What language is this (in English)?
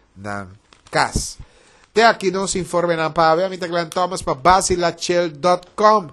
Papiamento